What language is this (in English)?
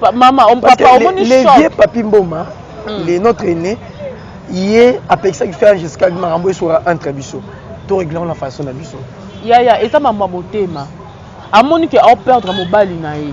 Lingala